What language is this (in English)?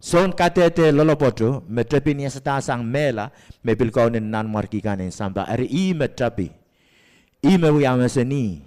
Pohnpeian